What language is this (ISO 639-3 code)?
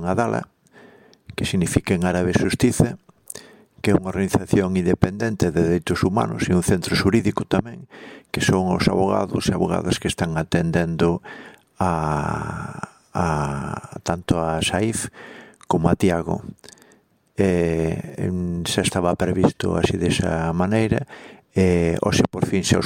glg